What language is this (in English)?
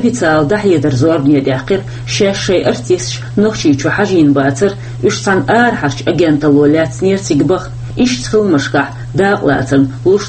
Chechen